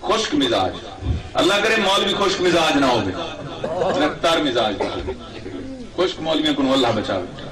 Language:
Saraiki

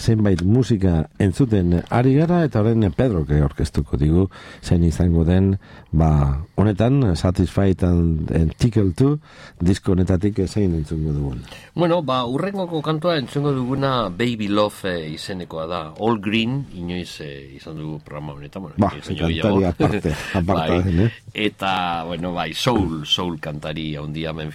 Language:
Basque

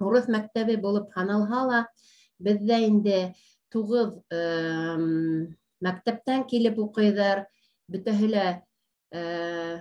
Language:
Bashkir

